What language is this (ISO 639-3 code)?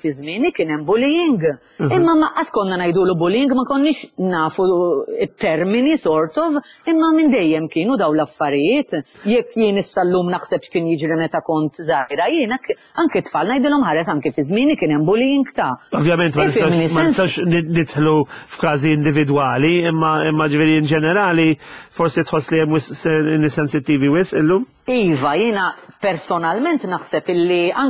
mlt